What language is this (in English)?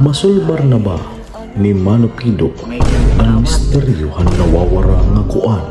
Waray